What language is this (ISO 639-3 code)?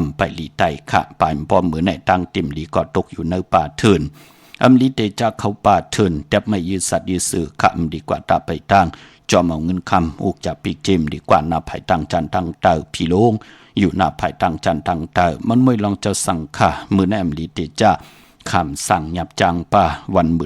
shn